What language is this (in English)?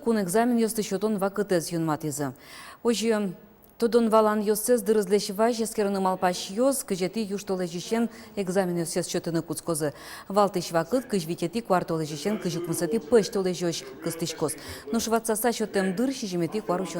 Udmurt